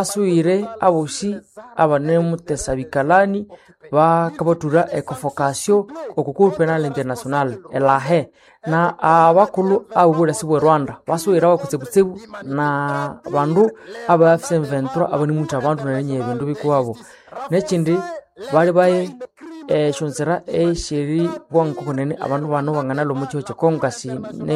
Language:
Nande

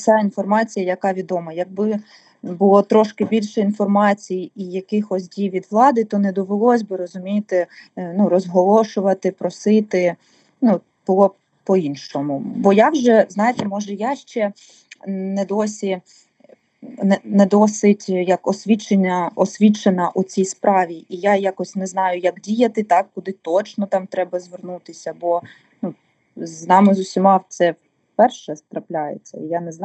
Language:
Ukrainian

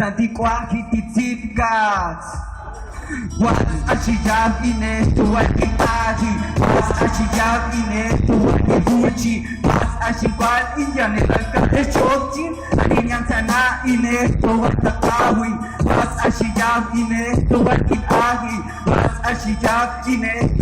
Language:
Huastec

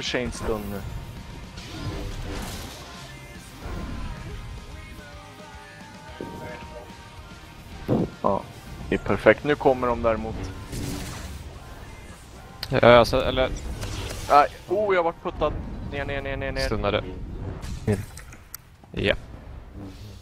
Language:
Swedish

